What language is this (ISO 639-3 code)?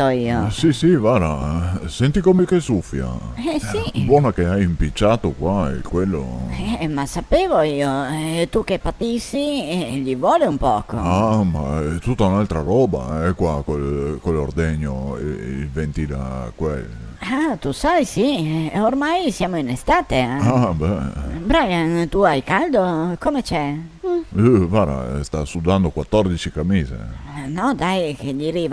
vec